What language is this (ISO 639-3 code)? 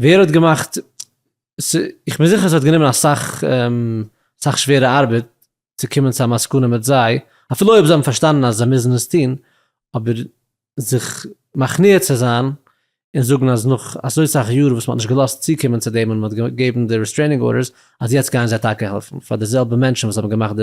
yid